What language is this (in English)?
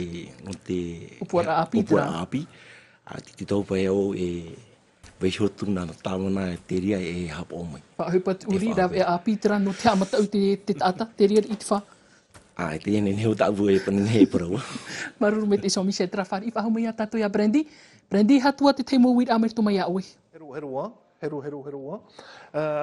Tahitian